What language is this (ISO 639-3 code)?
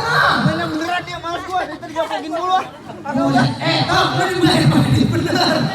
bew